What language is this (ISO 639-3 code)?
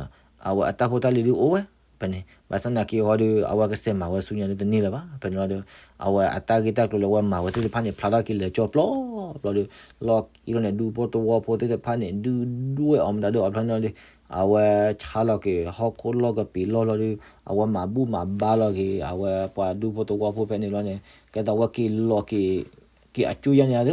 ksw